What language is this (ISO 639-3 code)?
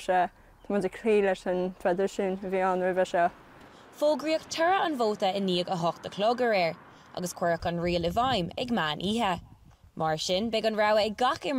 gle